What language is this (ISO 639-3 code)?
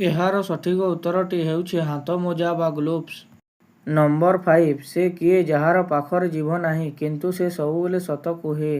ori